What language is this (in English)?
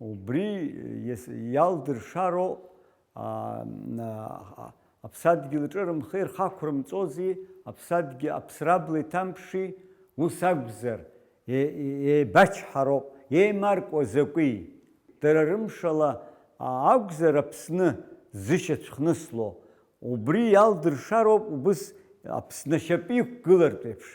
Abkhazian